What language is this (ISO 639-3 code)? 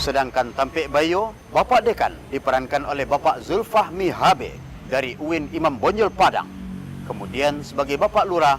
min